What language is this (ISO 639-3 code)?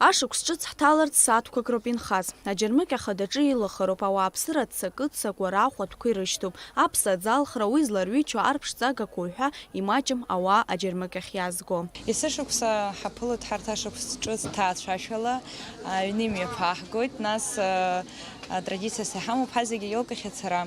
abk